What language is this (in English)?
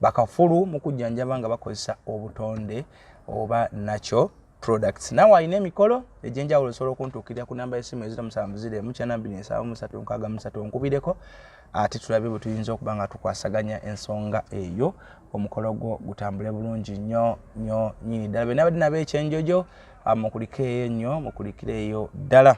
Ganda